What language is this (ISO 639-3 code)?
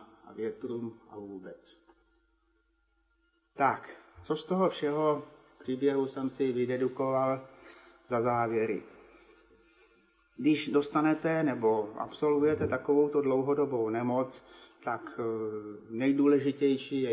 ces